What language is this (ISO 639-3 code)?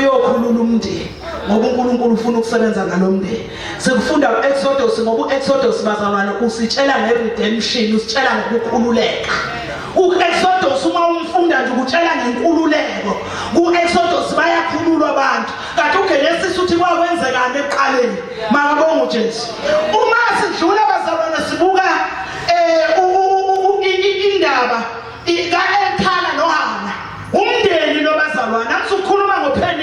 zul